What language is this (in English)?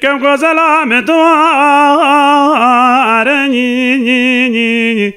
Kurdish